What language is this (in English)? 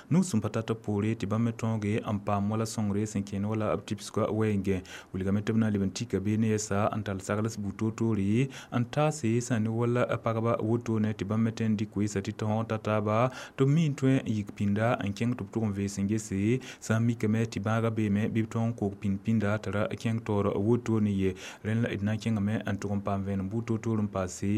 Mossi